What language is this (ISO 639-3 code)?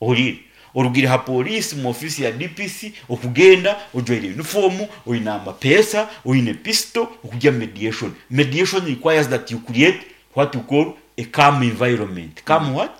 nyn